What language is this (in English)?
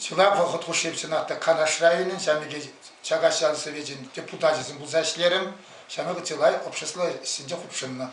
Chuvash